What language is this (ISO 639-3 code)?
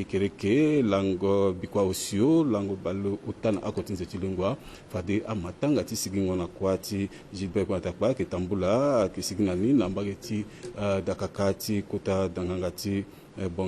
sag